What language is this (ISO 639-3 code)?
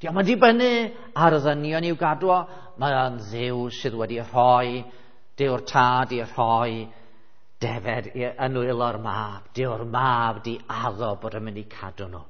cym